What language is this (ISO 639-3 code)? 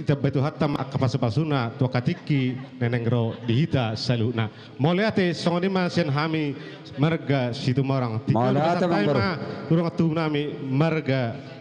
bbc